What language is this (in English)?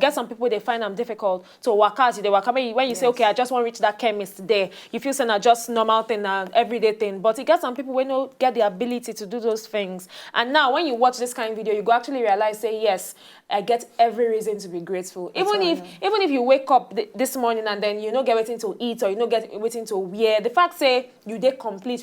Nigerian Pidgin